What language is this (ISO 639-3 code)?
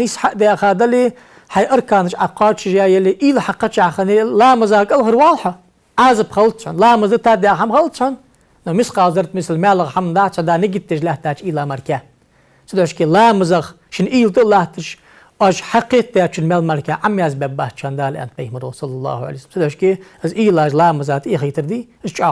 inh